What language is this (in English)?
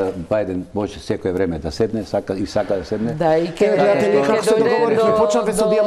Macedonian